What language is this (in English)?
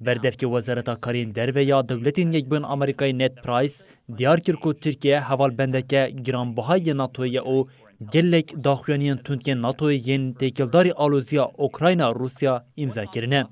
Kurdish